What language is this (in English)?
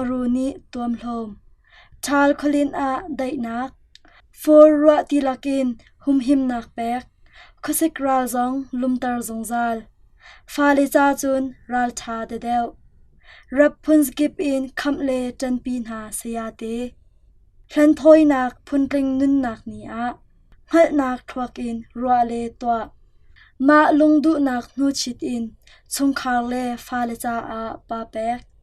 Hakha Chin